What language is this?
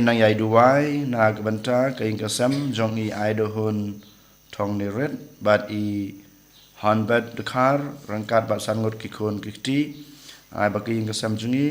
Khasi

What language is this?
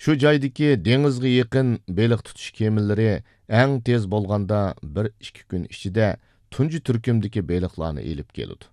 Uyghur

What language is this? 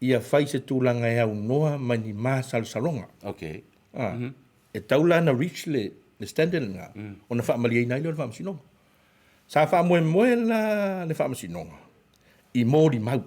Samoan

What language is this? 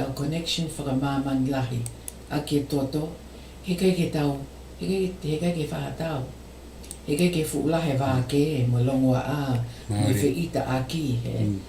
Tongan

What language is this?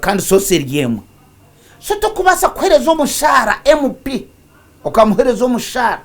Nyankole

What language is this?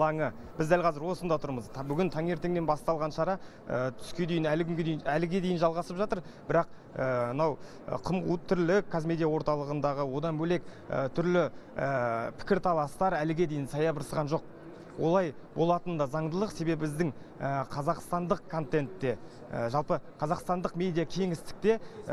Kazakh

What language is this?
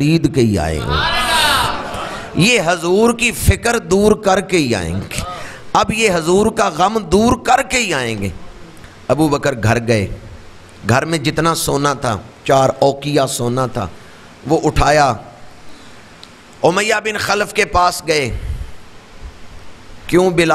Urdu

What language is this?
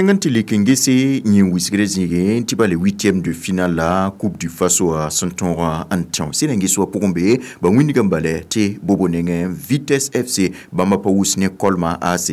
Mossi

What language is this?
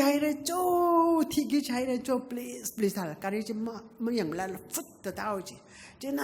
Tangkhul Naga (India)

